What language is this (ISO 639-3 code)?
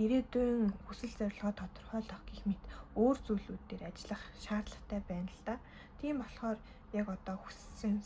mon